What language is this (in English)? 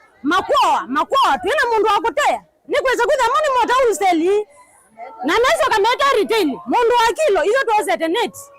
Kamba